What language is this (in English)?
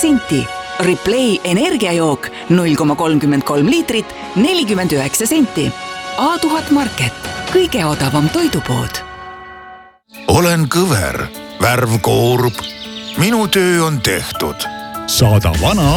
Estonian